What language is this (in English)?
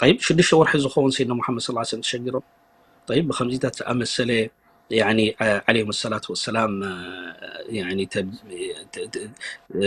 Tigrinya